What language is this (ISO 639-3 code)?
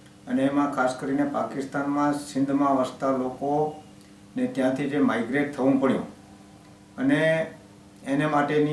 guj